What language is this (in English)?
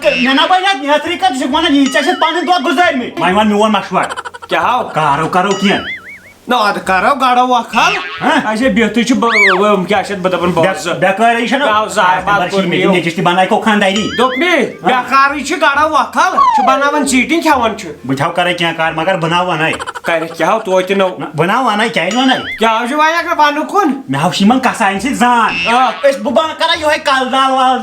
Kashmiri